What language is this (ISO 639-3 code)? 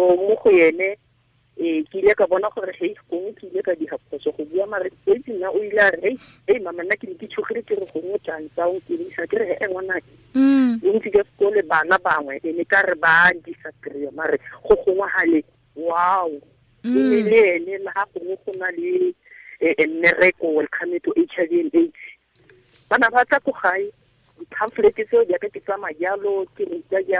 tsn